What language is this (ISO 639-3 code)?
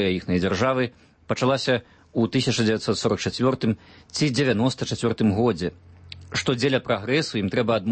bel